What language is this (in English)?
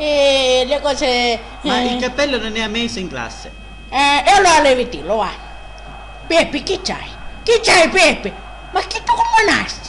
Sicilian